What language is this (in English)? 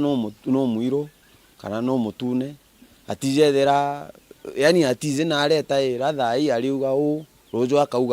Meru